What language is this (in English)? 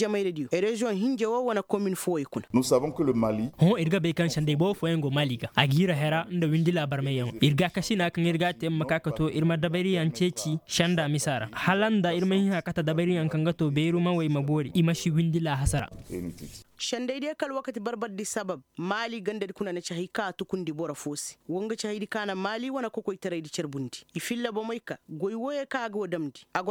Koyraboro Senni